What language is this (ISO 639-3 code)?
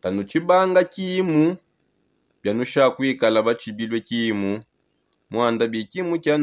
sop